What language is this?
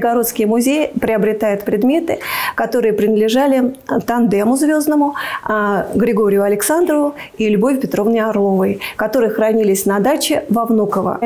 Russian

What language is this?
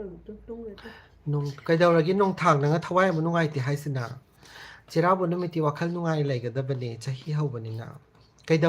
Manipuri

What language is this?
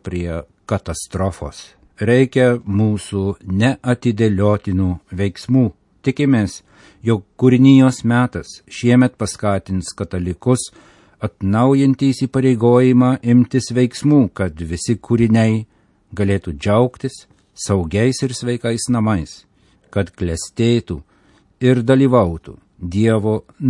Lithuanian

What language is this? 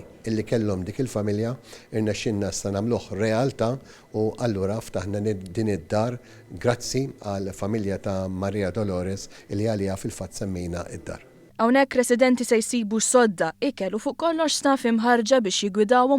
Maltese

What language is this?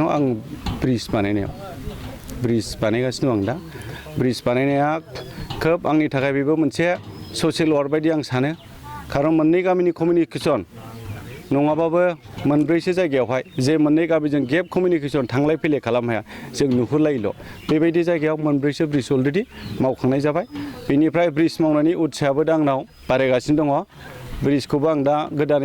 Bodo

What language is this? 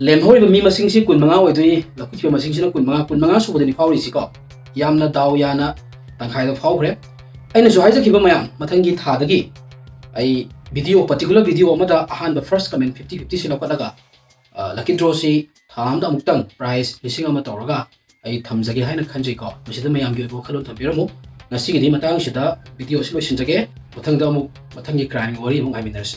Manipuri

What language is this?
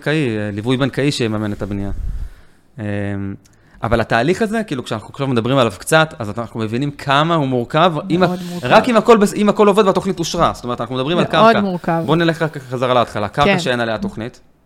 Hebrew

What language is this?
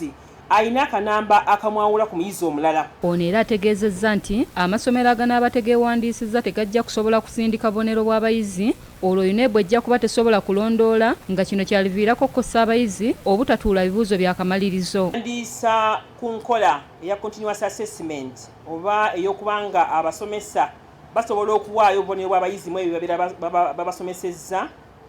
Ganda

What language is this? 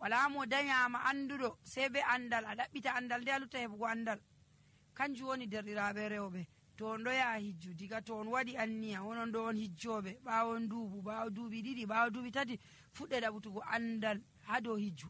Nigerian Fulfulde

